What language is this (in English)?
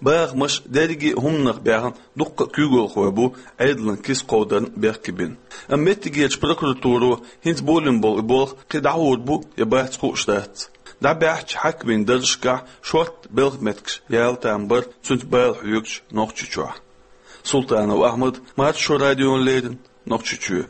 Chechen